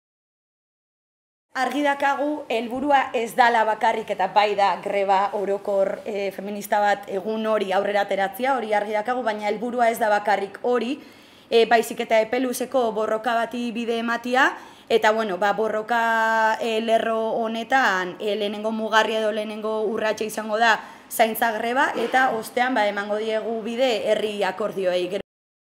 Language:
Basque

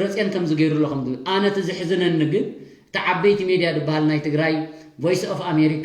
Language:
Tigrinya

